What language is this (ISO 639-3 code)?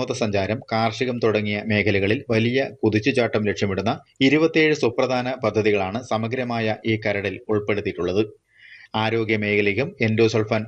mal